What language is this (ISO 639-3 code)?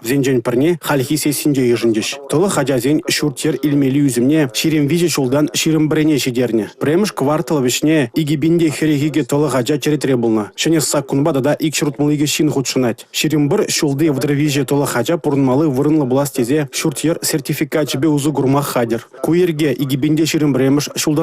chv